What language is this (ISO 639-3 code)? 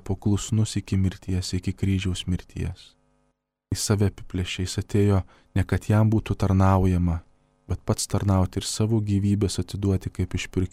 lit